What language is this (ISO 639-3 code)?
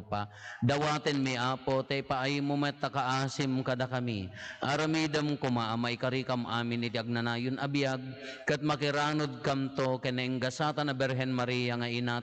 ilo